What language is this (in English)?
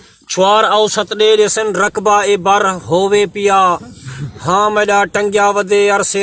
Saraiki